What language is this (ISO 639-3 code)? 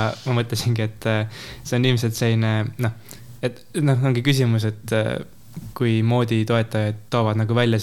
est